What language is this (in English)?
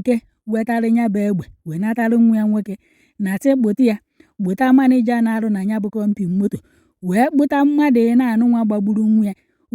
Igbo